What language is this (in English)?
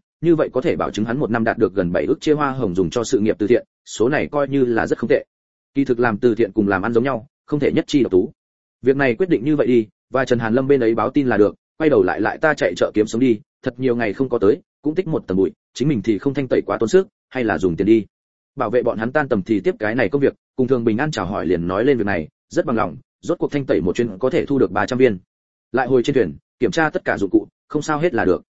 Vietnamese